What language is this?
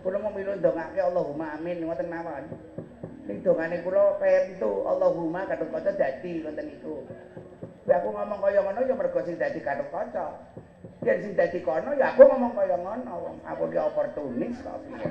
Javanese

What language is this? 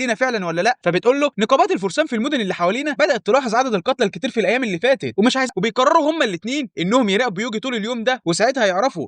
Egyptian Arabic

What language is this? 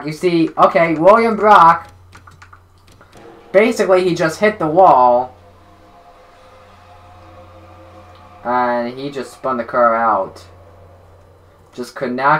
English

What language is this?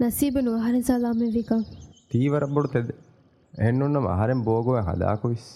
Divehi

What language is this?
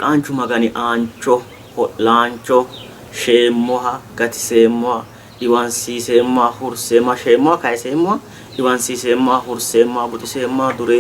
Sidamo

